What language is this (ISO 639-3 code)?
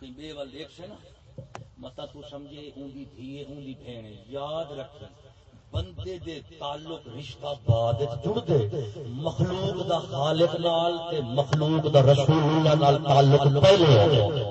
skr